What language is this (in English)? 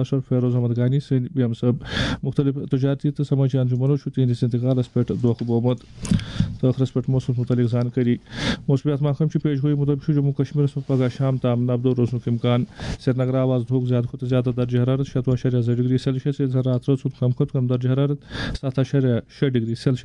Kashmiri